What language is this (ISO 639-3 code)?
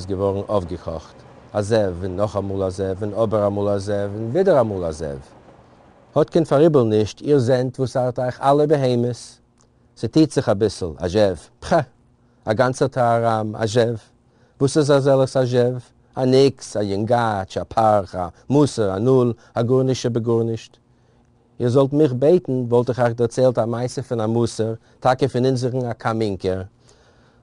yid